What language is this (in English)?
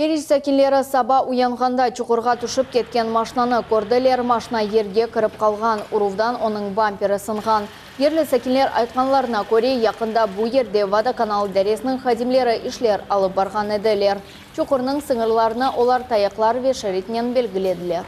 Crimean Tatar